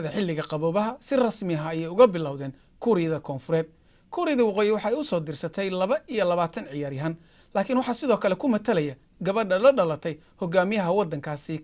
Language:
Somali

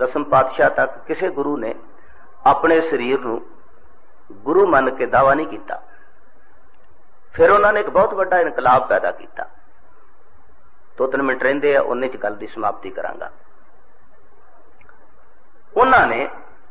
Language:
Punjabi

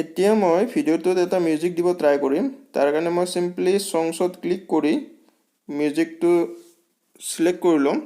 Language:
Assamese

